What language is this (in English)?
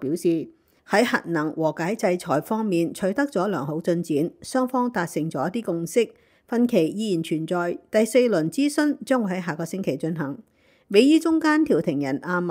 Cantonese